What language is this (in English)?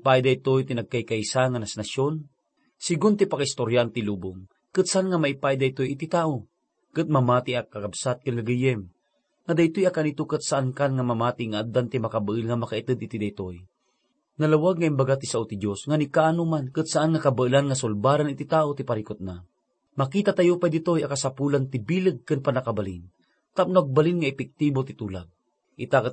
Iloko